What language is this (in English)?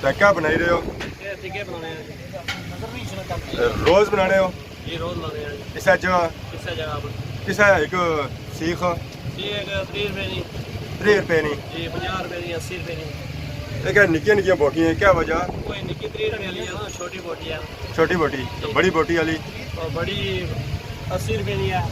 Pahari-Potwari